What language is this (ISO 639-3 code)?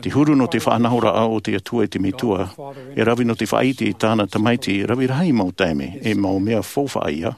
tah